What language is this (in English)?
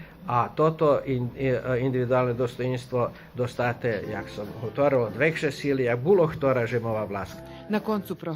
Rusyn